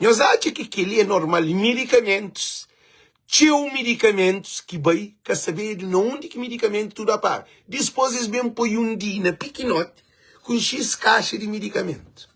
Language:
Kabuverdianu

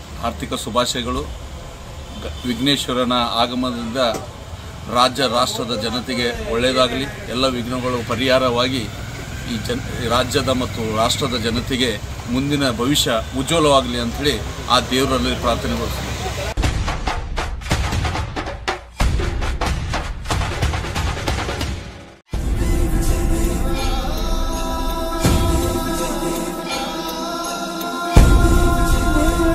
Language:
Kannada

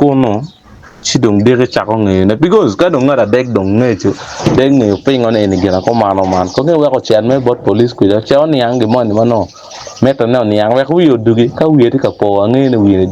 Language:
Acoli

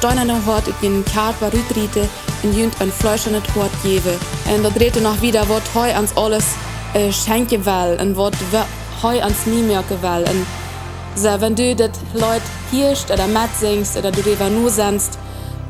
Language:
Plautdietsch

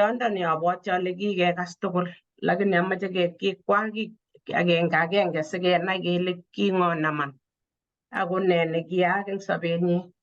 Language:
Kalenjin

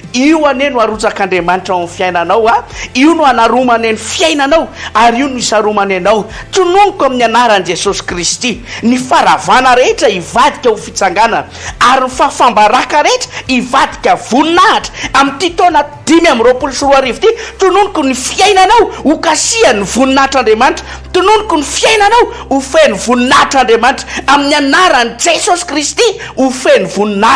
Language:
Malagasy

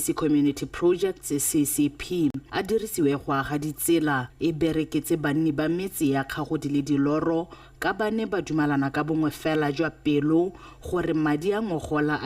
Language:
Tswana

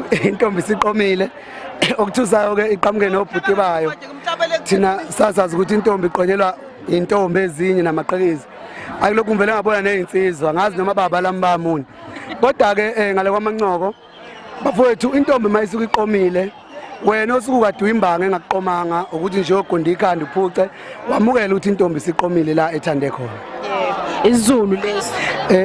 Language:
Zulu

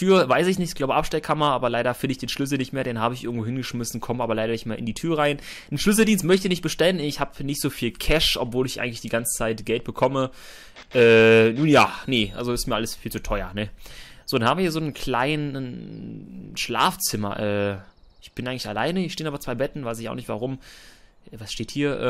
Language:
German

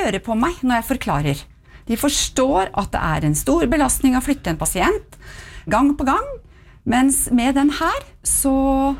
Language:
Norwegian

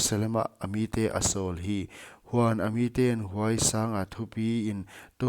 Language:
Paite Chin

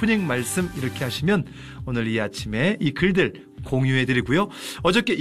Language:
Korean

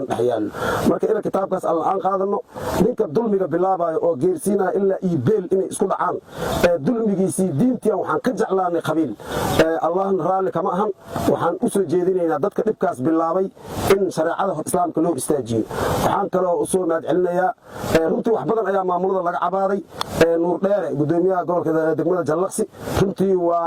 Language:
Somali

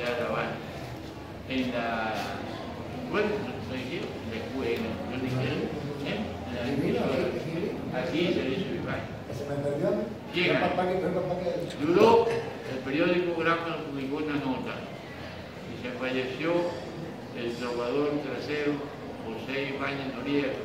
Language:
Spanish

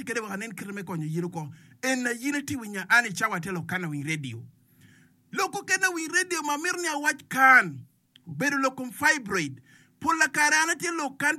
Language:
Acoli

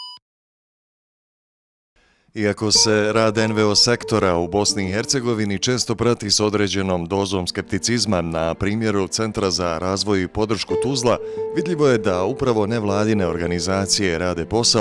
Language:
Bosnian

